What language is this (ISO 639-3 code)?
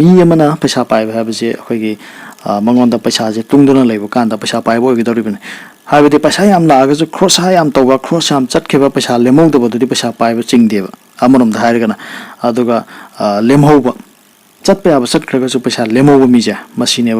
mni